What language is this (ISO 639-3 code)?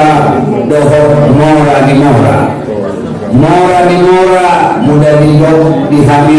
akb